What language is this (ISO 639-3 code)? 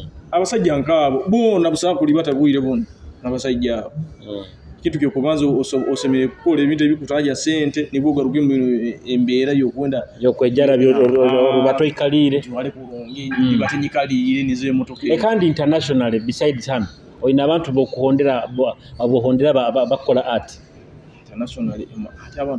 nyo